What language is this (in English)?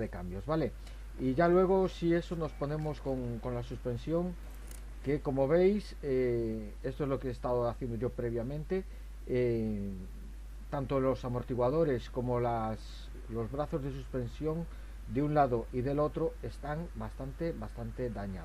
Spanish